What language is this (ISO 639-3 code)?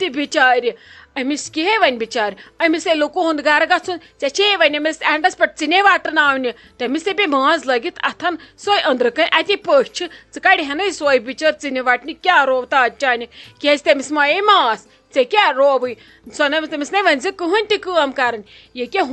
kas